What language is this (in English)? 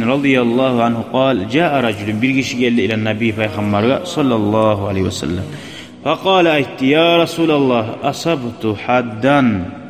Kumyk